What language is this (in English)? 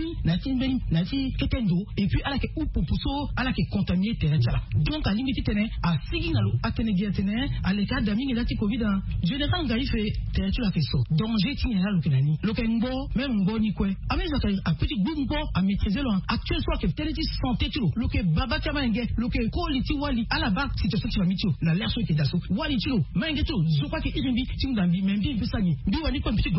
Sango